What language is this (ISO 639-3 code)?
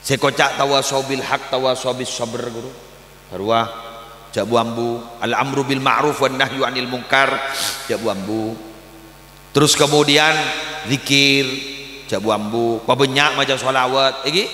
mad